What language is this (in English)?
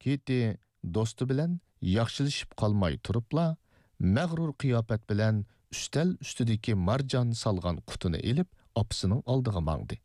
Uyghur